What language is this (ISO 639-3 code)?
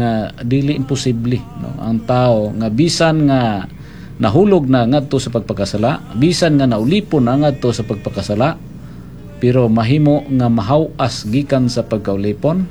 ceb